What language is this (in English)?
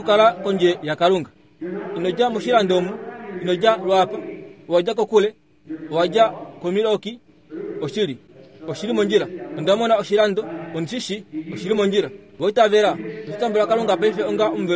Kuanyama